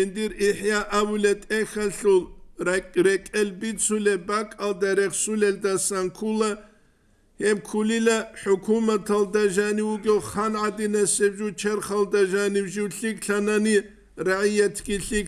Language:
Avaric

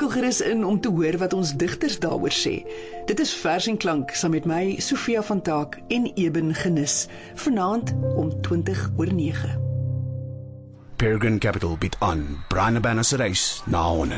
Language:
Afrikaans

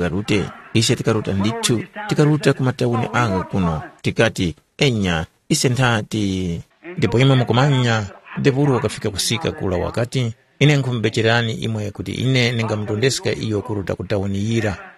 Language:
Tumbuka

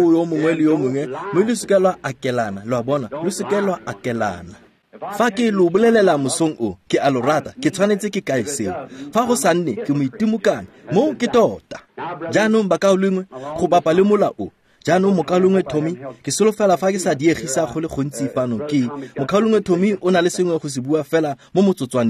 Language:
Tswana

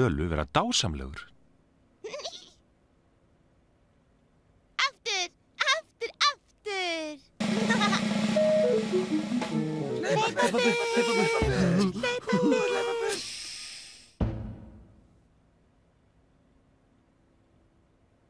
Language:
Icelandic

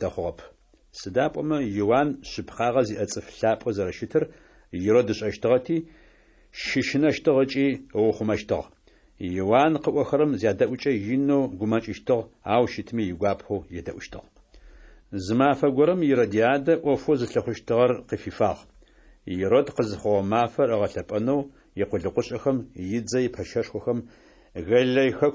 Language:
Adyghe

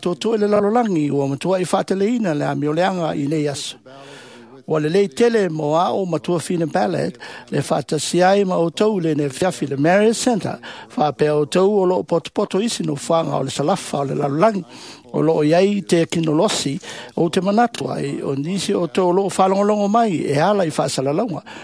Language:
Samoan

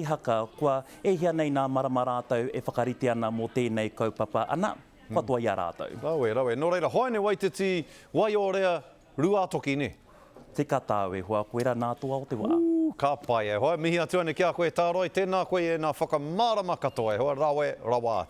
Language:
Māori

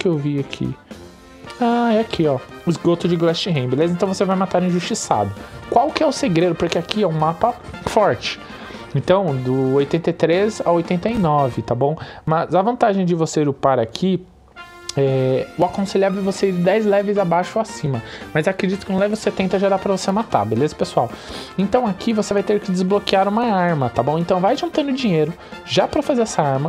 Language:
Portuguese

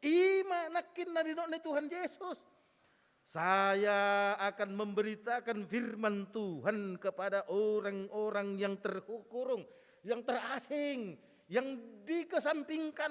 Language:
Batak Toba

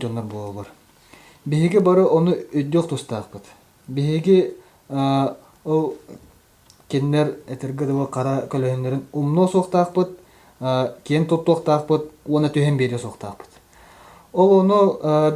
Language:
Yakut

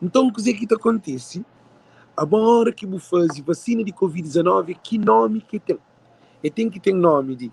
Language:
Kabuverdianu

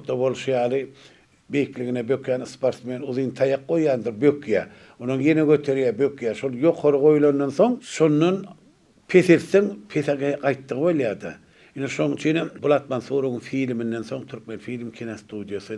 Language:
Turkmen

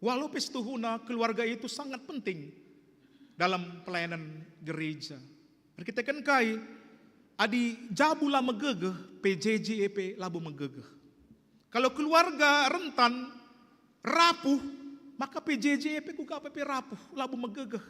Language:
Batak Karo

